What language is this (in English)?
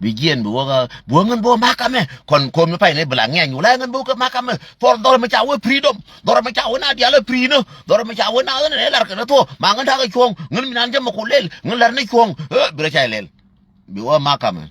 Nuer